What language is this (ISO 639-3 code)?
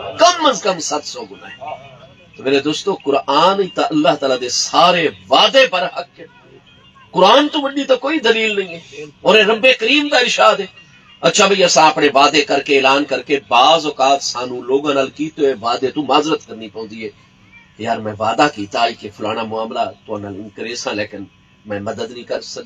skr